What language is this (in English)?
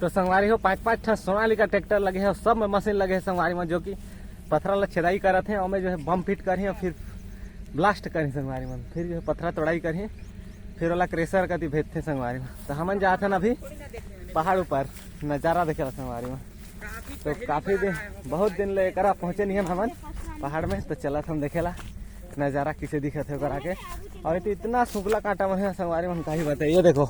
Chhattisgarhi